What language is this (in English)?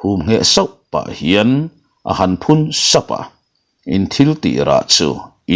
Mizo